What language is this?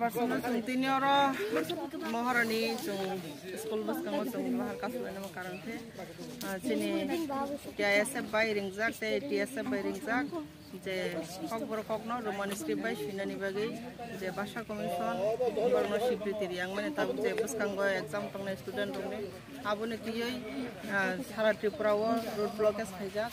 Kok Borok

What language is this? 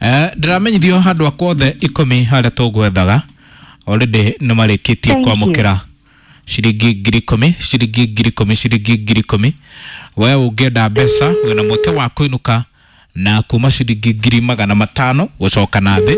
Kikuyu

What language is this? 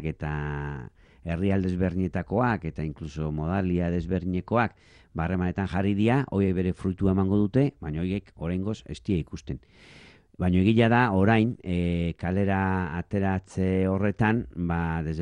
Basque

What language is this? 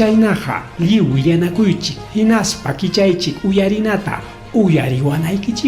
Ayacucho Quechua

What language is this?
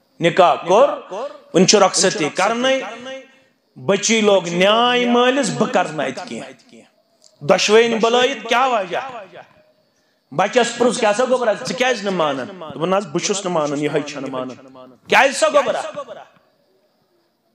Kashmiri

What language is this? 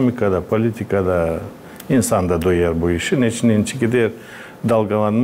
Gagauz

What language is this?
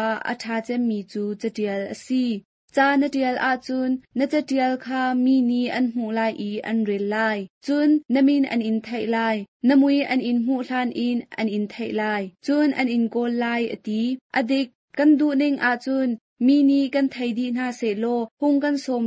Hakha Chin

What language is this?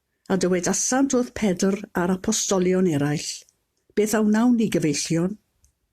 Welsh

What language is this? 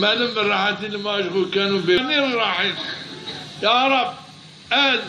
Zaza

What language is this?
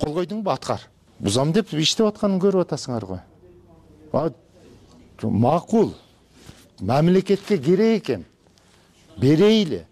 Kyrgyz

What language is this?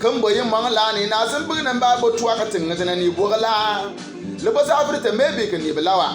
Bimoba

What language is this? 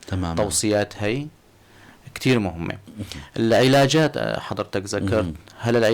North Levantine Arabic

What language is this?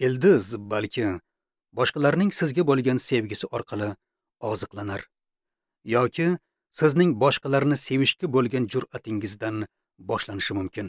Uzbek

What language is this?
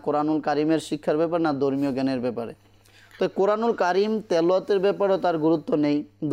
Bangla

